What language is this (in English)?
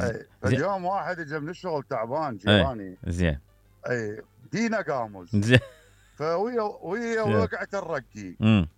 Mesopotamian Arabic